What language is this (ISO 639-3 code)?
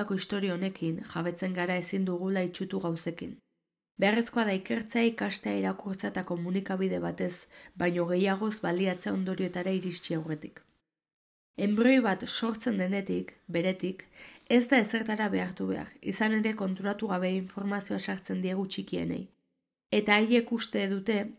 eus